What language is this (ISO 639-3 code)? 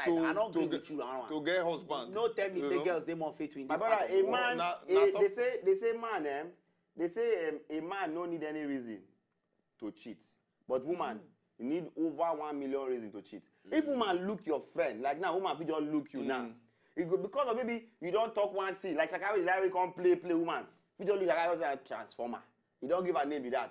pcm